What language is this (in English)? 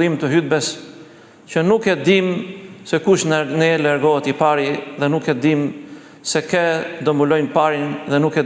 Albanian